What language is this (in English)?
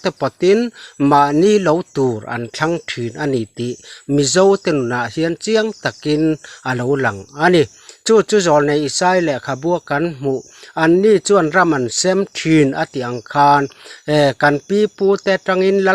Mizo